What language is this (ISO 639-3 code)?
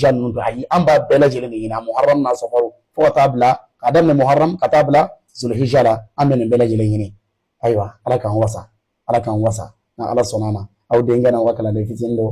bam